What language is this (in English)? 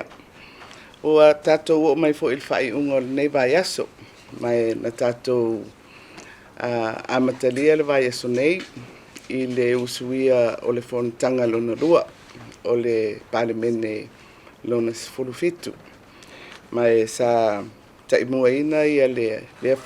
Samoan